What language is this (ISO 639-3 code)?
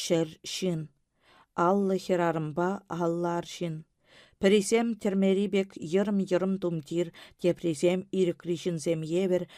chv